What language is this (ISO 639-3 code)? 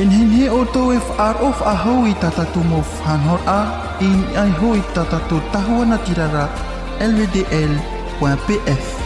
tah